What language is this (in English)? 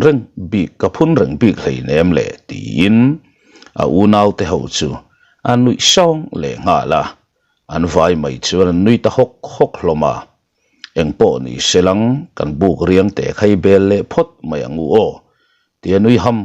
Mizo